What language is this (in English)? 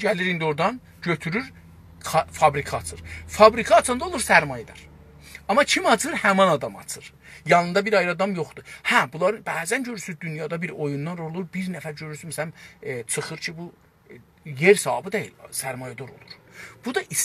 South Azerbaijani